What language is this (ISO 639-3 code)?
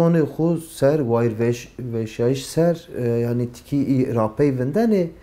zza